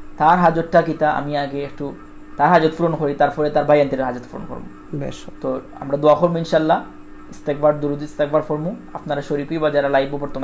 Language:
Sylheti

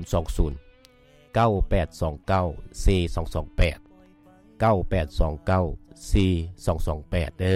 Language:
Lao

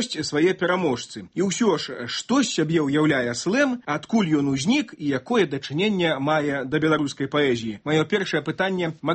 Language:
Belarusian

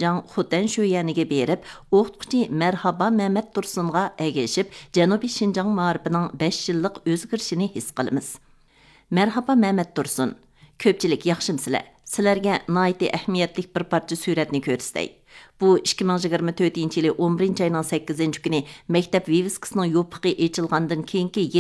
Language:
Uyghur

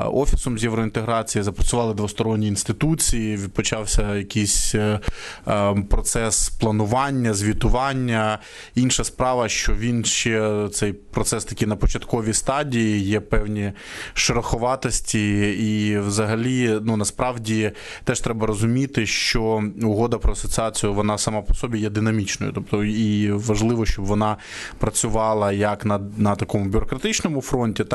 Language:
Ukrainian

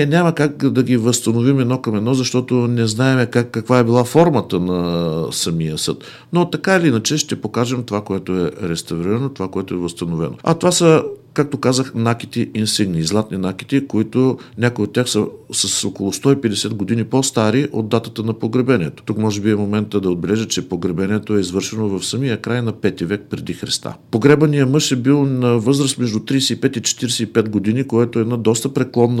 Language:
Bulgarian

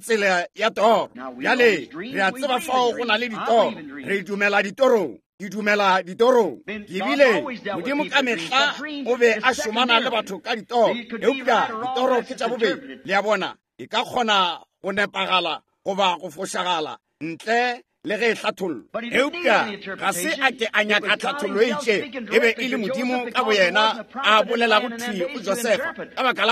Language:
Northern Sotho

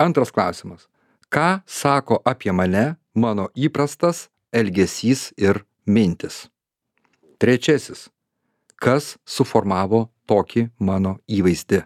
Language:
Lithuanian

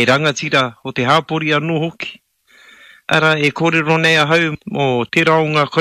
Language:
Māori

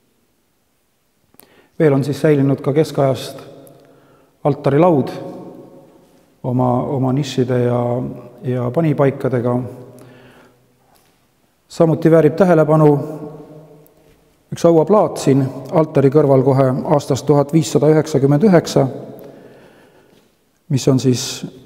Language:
Estonian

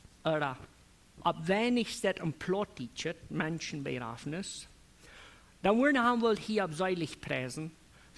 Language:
Plautdietsch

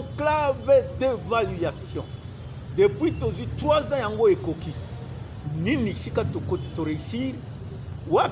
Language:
Lingala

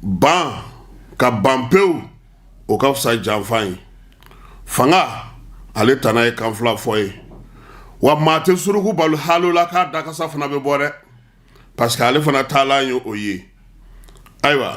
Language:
Bambara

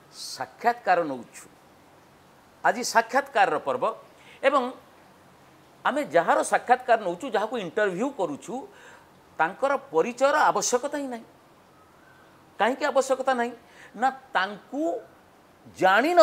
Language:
Odia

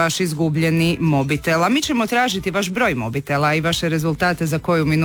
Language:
Croatian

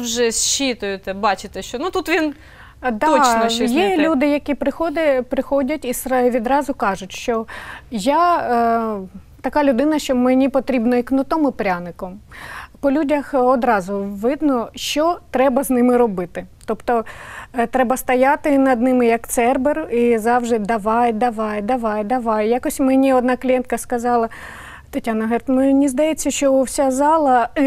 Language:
Ukrainian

